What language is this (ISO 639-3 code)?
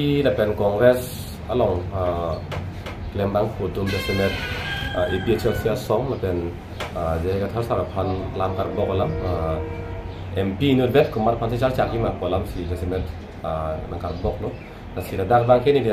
mjw